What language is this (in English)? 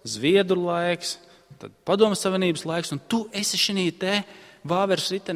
Latvian